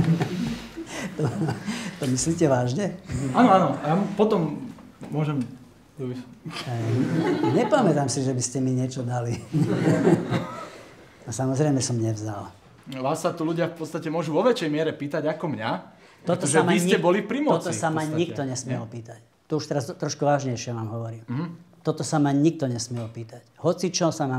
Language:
Slovak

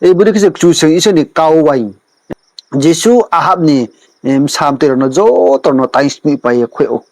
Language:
Riang (India)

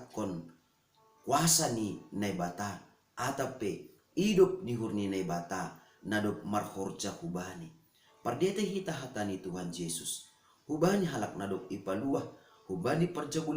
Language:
Batak Simalungun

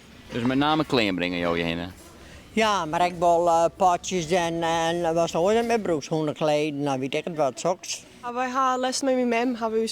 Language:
Western Frisian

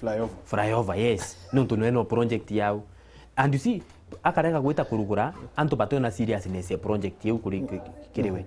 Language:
Meru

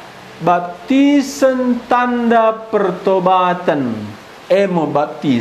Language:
Batak Karo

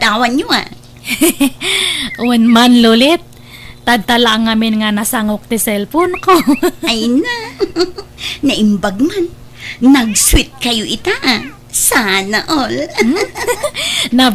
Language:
Iloko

